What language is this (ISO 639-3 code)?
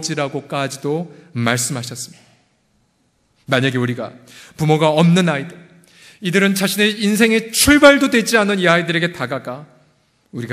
kor